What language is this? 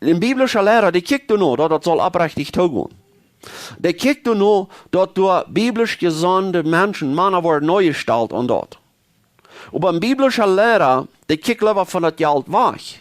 Plautdietsch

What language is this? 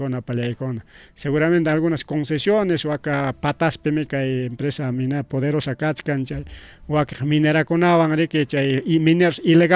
Ayacucho Quechua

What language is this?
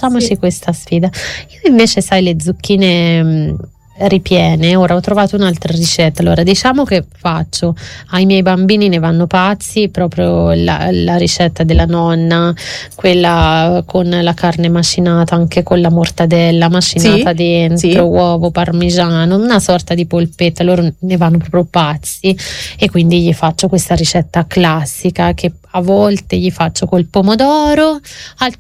Italian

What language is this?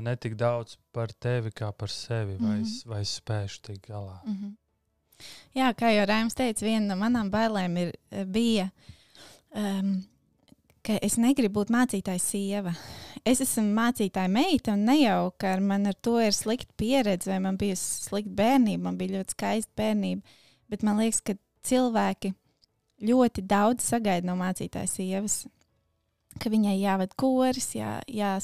Latvian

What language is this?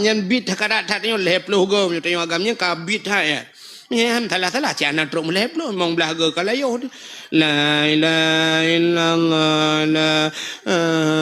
Achinese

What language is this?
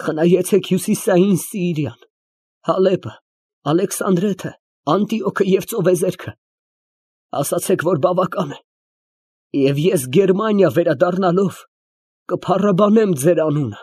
Armenian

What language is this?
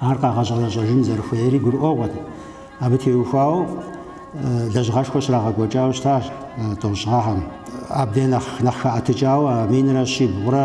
Kabardian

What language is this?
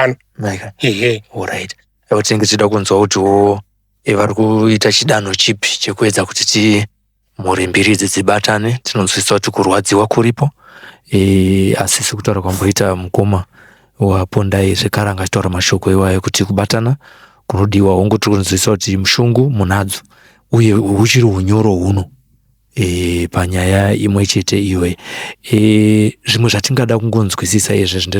Shona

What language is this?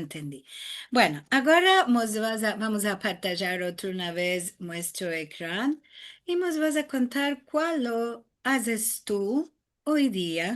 Ladino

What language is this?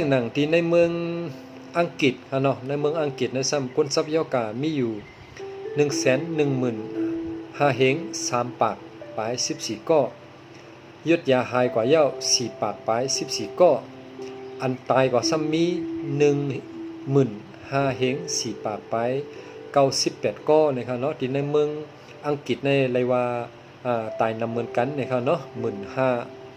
Shan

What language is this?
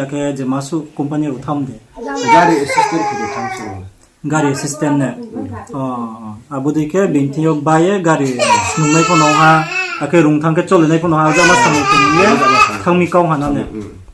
Riang (India)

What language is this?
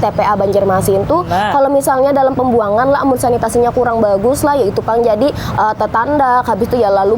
Banjar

